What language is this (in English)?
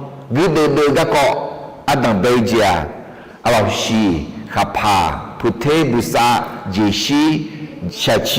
Akha